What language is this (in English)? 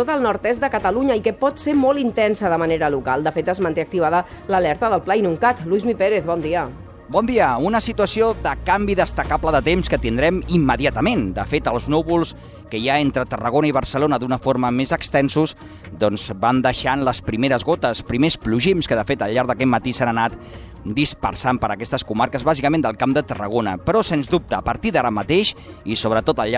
Catalan